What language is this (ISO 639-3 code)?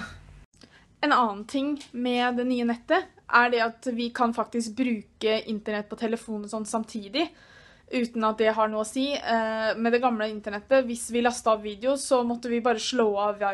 nor